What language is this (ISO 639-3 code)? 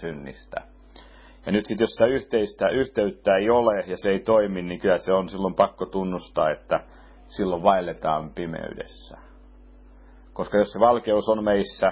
fin